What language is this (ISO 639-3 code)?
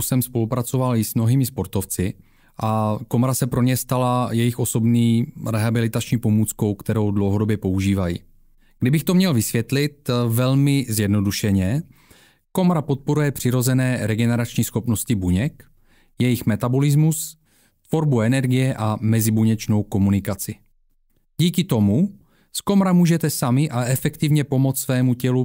ces